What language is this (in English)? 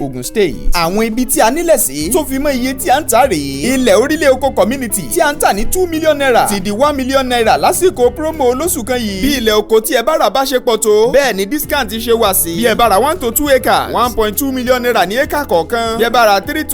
Yoruba